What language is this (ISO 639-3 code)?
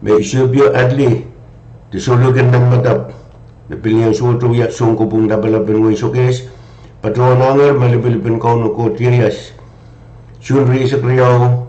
pon